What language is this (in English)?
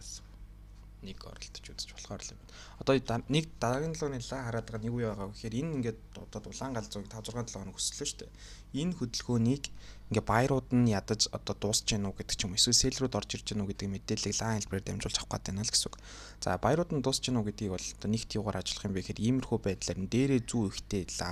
Mongolian